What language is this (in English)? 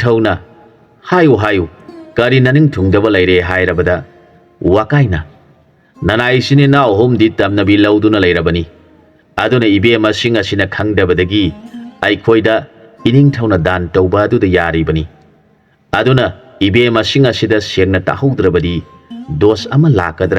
Manipuri